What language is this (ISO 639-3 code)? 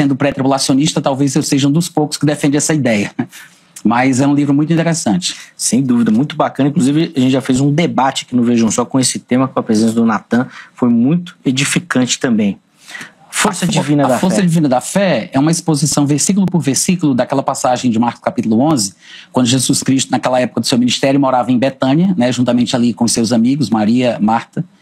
por